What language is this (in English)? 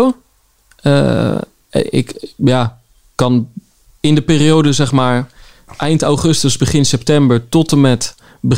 Dutch